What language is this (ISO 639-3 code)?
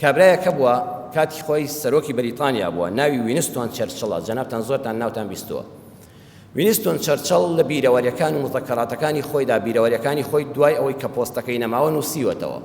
ckb